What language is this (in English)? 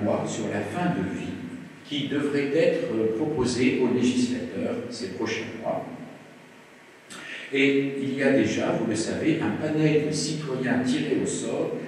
French